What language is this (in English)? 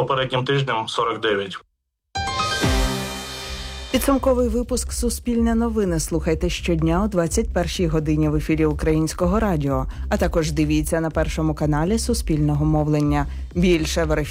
Ukrainian